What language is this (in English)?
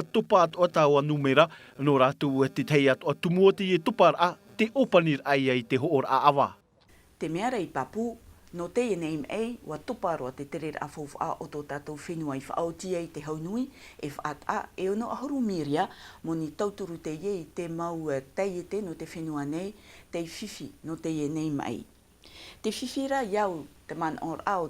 Tahitian